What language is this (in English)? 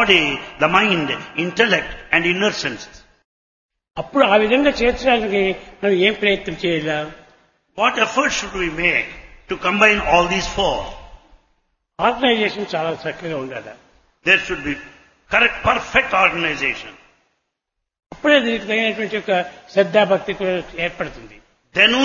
Telugu